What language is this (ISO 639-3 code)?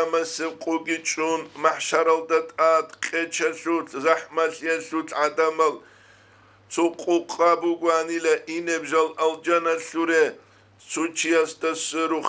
ava